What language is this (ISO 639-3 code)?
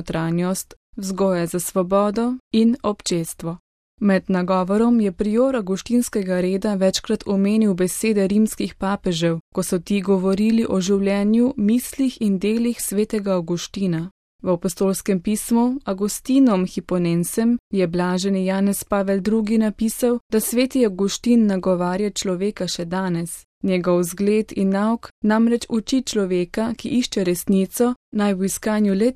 slv